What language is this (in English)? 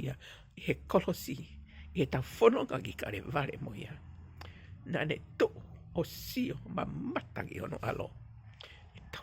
Tongan